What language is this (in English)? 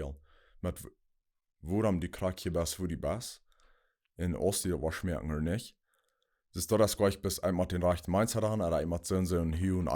Plautdietsch